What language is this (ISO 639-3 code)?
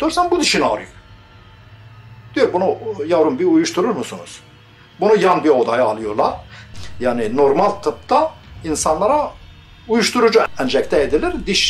tur